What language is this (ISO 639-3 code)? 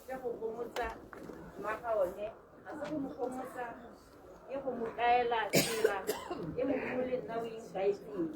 tsn